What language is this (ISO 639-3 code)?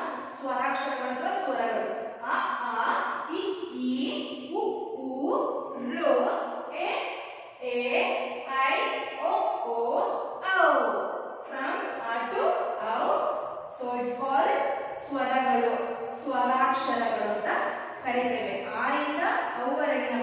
kan